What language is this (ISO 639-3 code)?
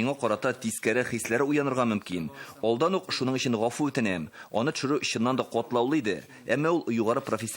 tat